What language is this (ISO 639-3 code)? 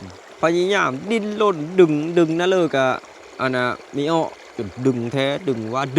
lao